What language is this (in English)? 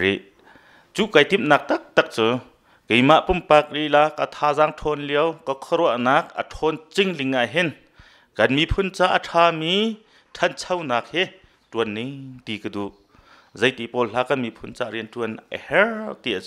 Hakha Chin